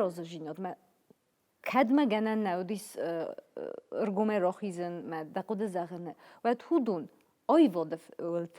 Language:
Ossetic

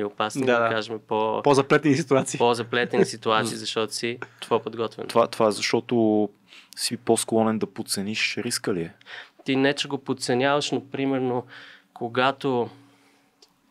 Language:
Bulgarian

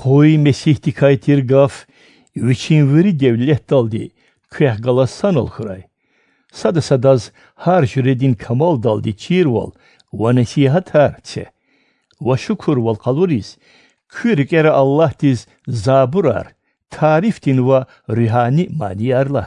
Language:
Lezghian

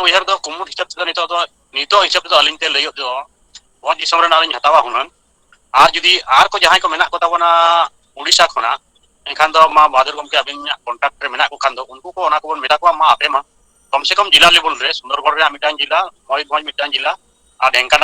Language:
Santali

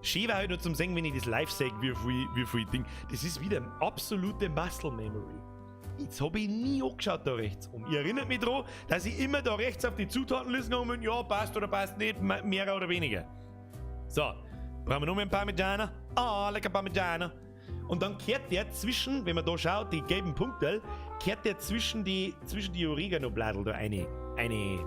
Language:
Bavarian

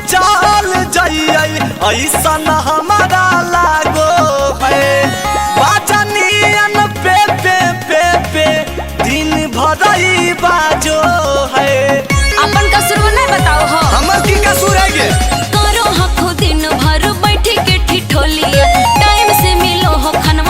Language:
Magahi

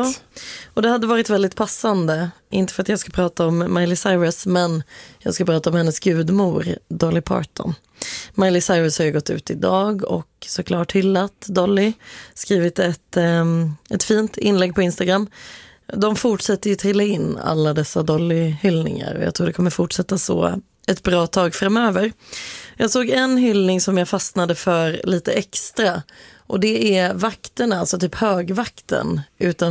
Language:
Swedish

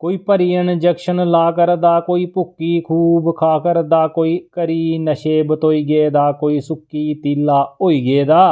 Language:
Dogri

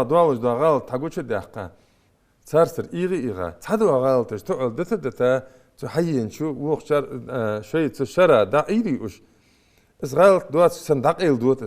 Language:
Ingush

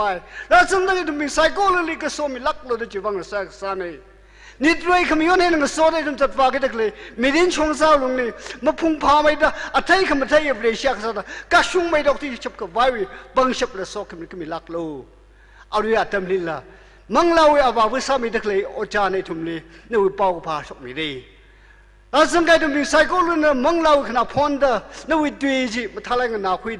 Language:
Tangkhul Naga (India)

